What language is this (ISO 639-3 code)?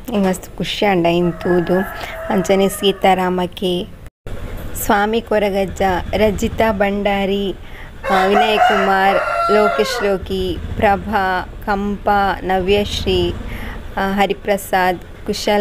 tcy